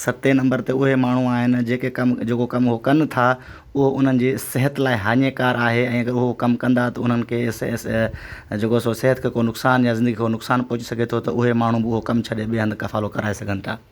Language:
Sindhi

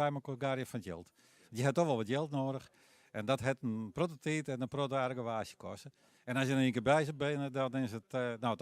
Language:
Western Frisian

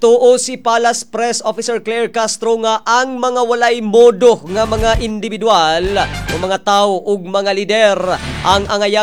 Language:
Cebuano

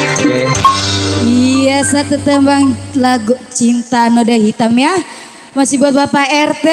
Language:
Betawi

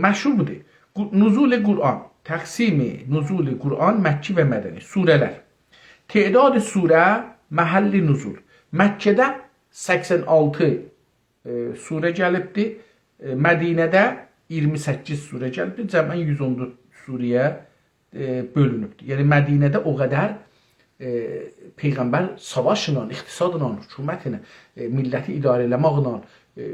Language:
South Azerbaijani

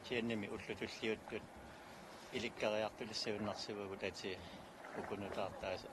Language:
Kalaallisut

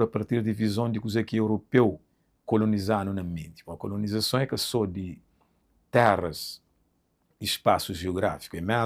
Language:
Kabuverdianu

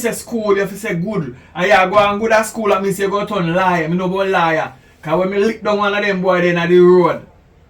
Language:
Jamaican Creole English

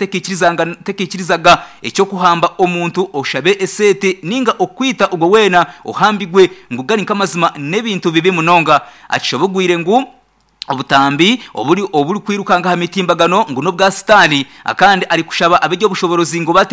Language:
Nyankole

